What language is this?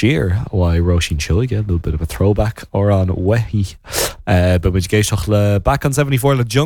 Irish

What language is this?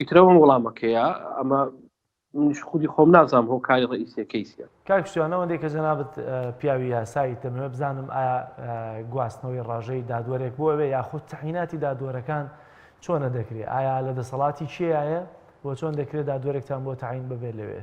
Central Kurdish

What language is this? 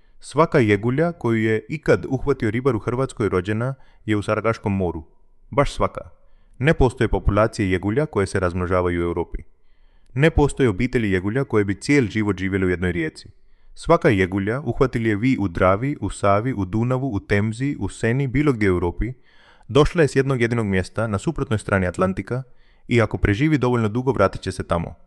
Croatian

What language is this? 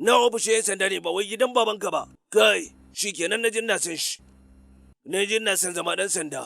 Hausa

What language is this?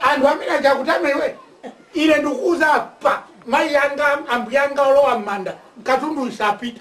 Nyanja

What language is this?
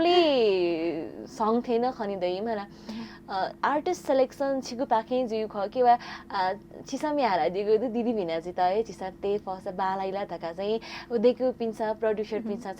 Newari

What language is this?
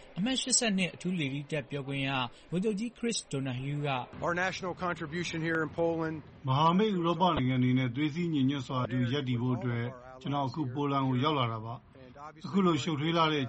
Burmese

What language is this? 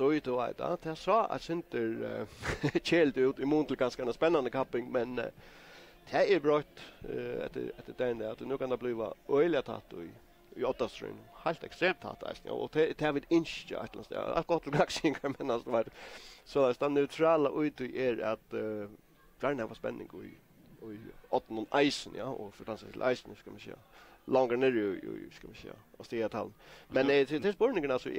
Faroese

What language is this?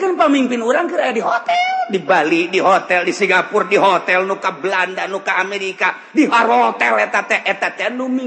Sundanese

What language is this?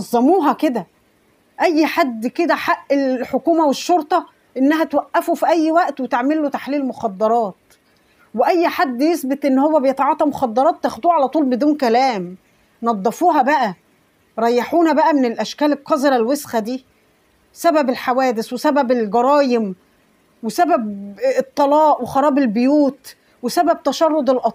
Egyptian Arabic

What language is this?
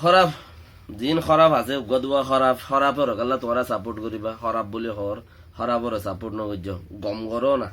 Rohingya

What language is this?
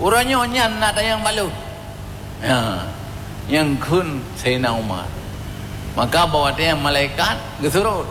Achinese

